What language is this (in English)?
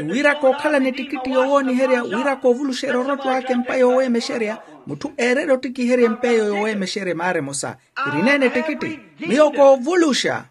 Makhuwa